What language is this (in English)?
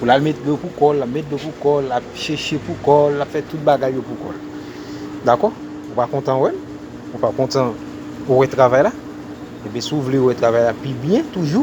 Haitian Creole